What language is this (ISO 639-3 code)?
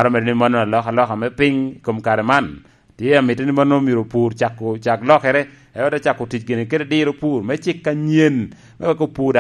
laj